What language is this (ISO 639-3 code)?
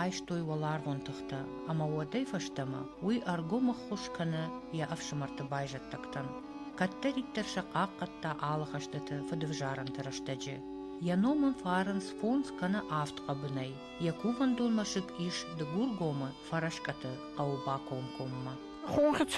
oss